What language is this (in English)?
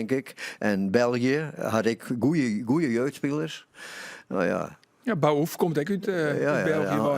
Western Frisian